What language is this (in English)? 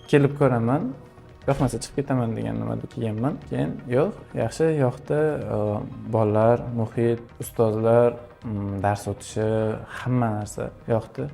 Uzbek